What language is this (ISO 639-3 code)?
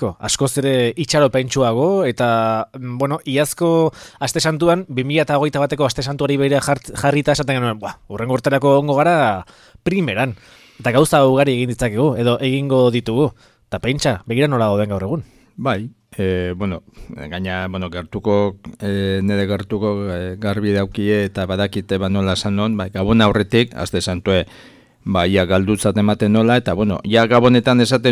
eus